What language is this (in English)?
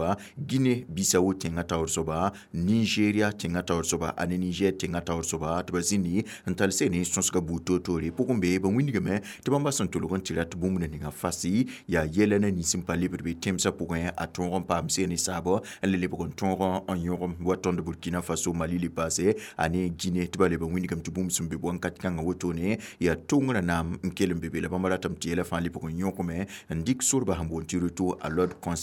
Mossi